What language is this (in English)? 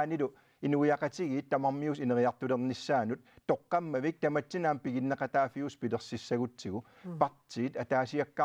Kalaallisut